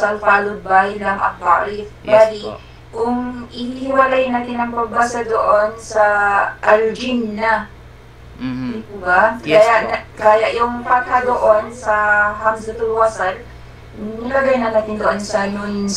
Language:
Filipino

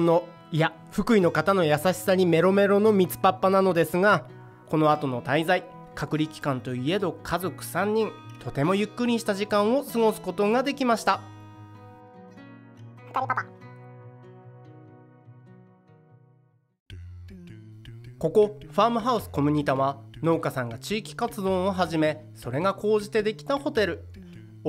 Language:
Japanese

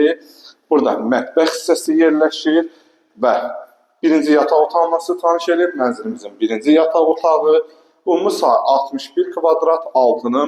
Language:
Azerbaijani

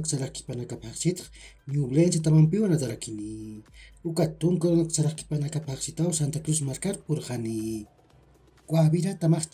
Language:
Aymara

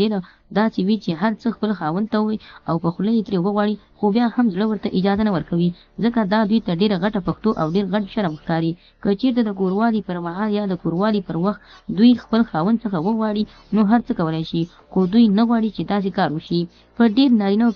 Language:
Pashto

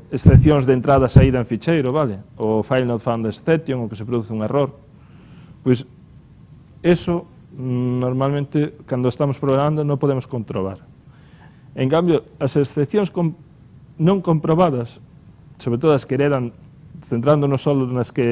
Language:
Galician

